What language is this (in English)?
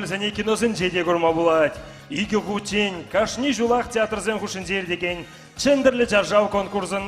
Chuvash